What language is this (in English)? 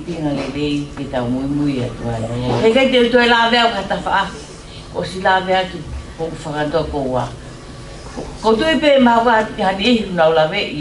Tongan